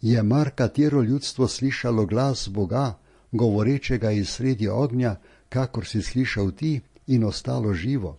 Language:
Slovenian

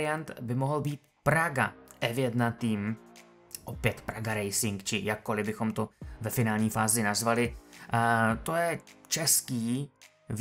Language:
Czech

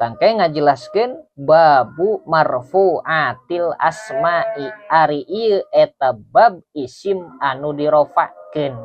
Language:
Sundanese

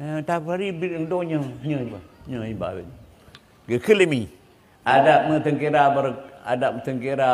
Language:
Achinese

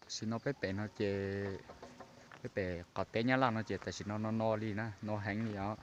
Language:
Hmong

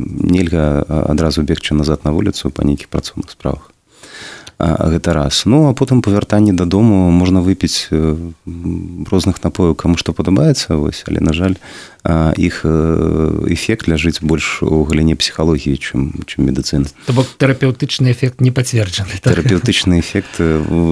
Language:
Belarusian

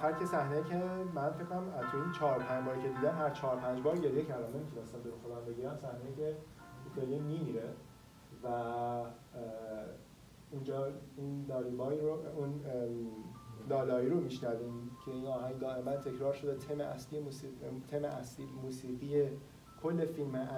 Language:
Persian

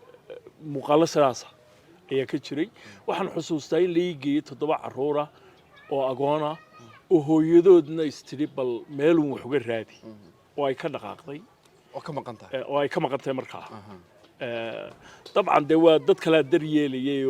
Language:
Somali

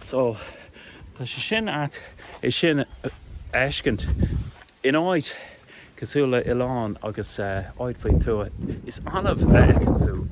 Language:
Irish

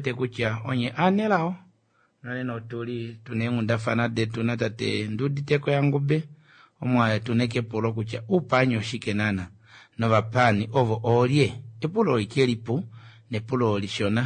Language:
Kuanyama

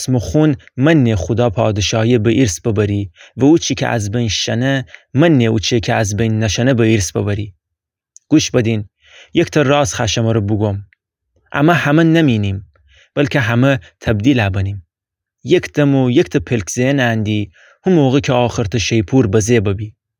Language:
Gilaki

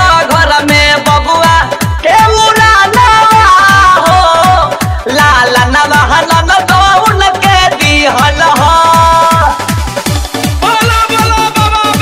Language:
Bhojpuri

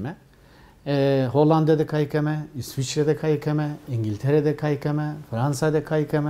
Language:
Zaza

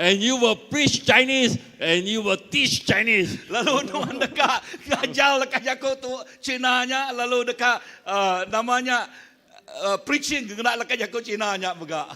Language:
Iban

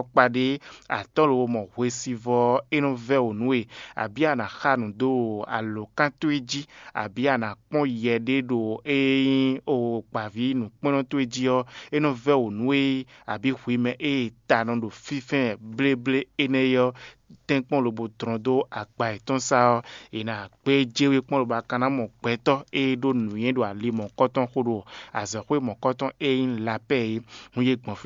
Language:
Fon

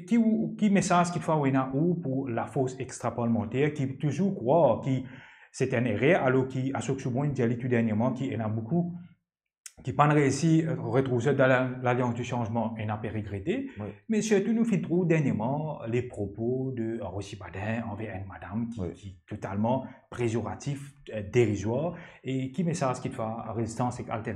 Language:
Morisyen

